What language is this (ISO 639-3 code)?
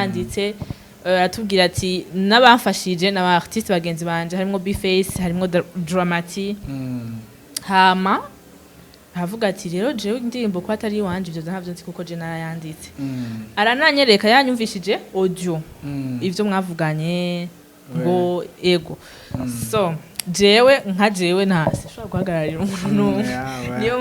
run